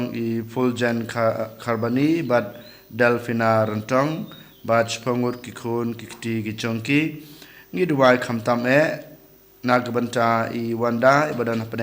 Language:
Khasi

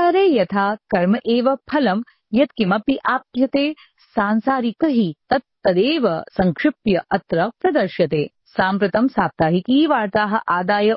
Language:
Sanskrit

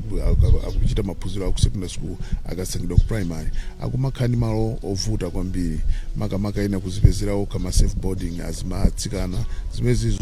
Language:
Nyanja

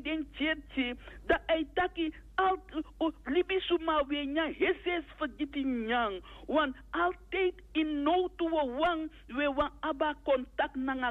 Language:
Sranan Tongo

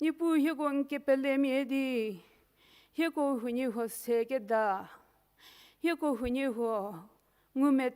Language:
Angami Naga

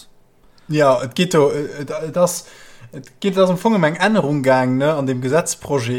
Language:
Luxembourgish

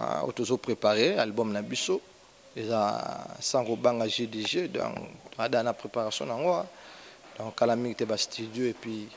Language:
Lingala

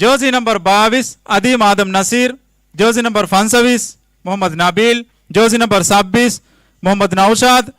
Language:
Divehi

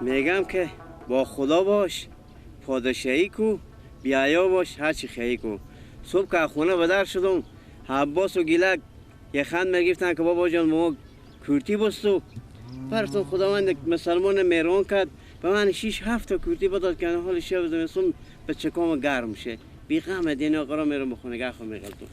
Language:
Persian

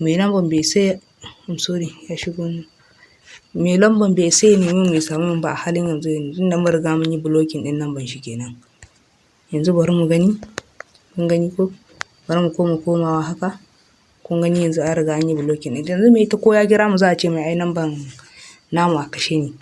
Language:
Hausa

